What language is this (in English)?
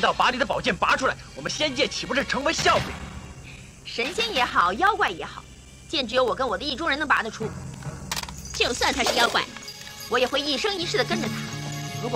Chinese